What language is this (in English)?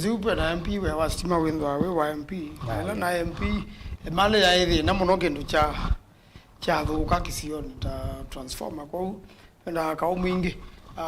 Kamba